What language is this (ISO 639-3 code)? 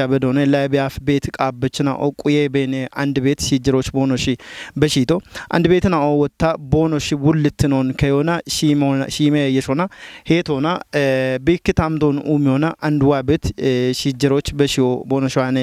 kbr